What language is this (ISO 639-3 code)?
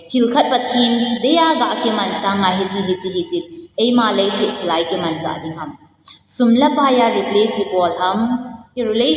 tcz